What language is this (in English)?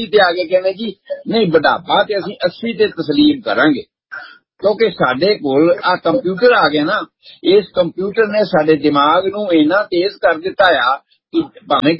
Punjabi